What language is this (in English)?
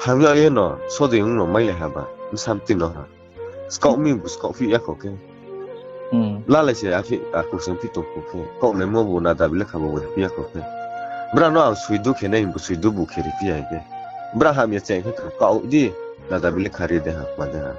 Riang (India)